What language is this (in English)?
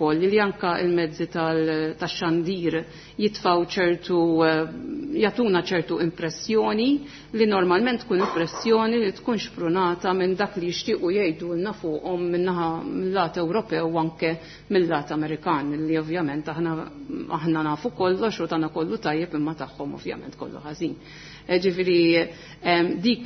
Maltese